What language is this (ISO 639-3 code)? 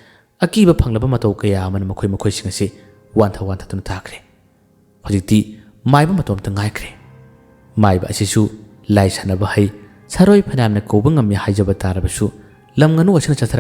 mni